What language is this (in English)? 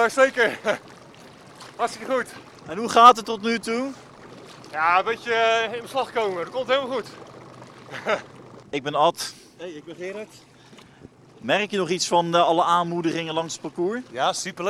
Dutch